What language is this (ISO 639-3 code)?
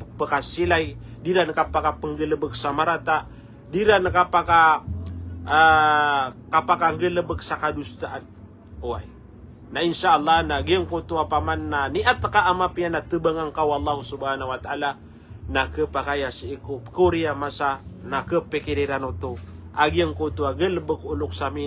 mrw